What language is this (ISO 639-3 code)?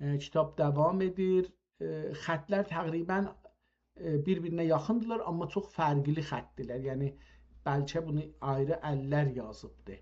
azb